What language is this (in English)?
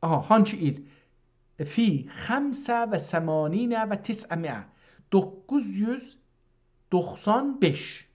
South Azerbaijani